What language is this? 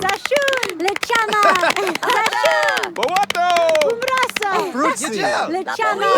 Bavarian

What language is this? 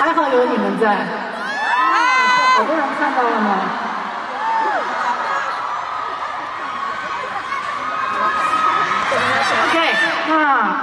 Chinese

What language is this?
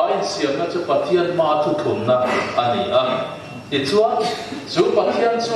Mizo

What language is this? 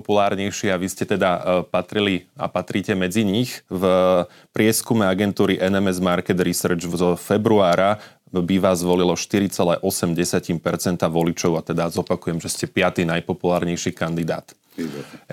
Slovak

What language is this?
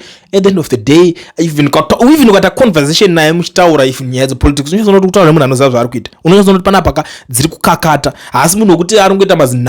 Shona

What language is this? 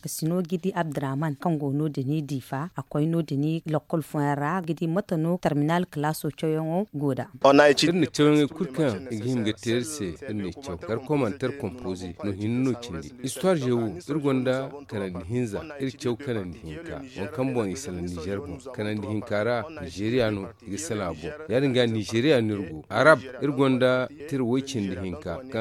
Zarma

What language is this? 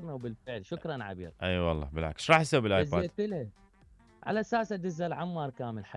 Mesopotamian Arabic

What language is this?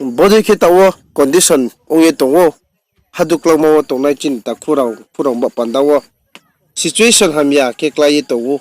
Riang (India)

